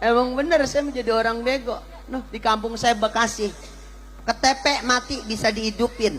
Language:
Betawi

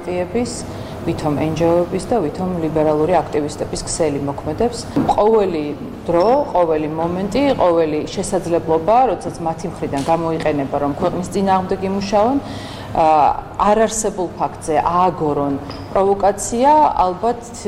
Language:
Georgian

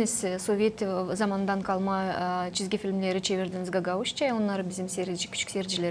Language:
Gagauz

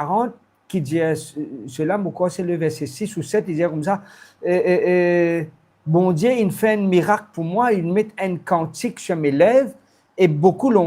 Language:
Morisyen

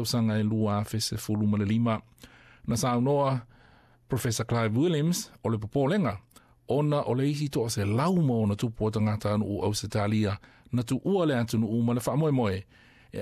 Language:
Samoan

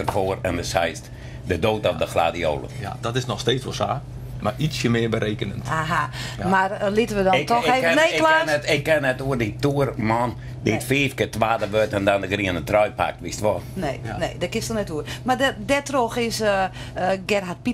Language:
Western Frisian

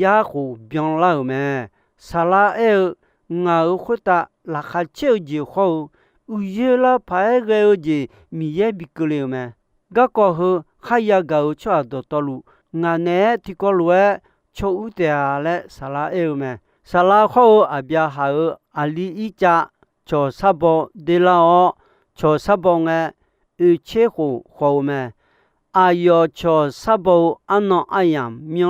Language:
Akha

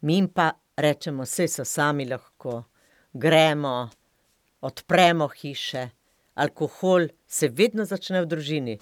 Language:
Slovenian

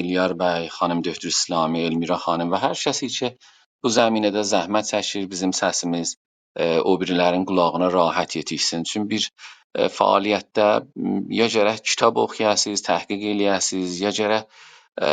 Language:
South Azerbaijani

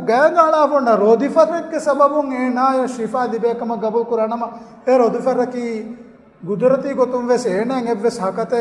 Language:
Divehi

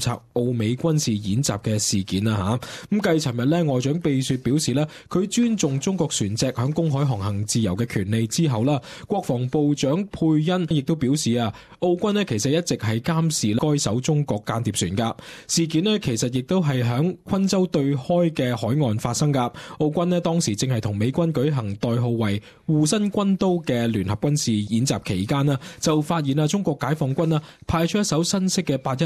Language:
Cantonese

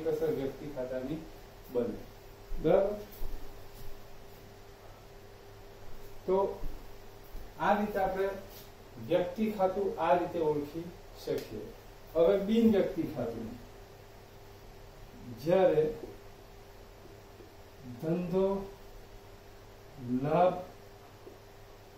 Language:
Gujarati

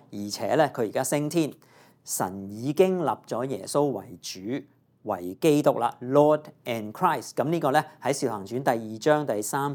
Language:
Cantonese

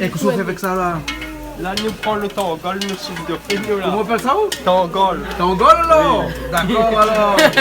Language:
Réunion Creole French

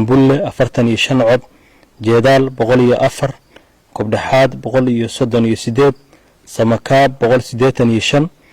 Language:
Somali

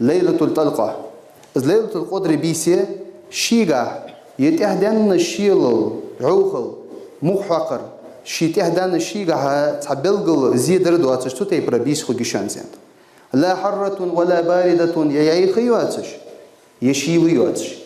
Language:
Ingush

